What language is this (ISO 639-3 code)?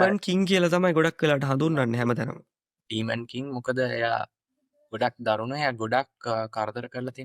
sin